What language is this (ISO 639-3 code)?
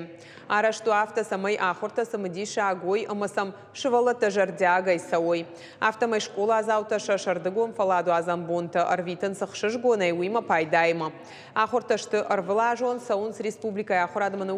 oss